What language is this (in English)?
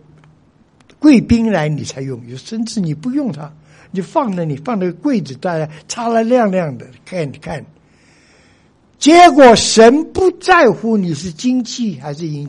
Chinese